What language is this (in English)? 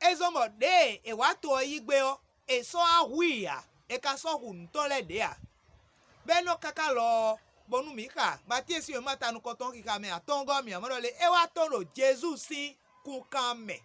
Fon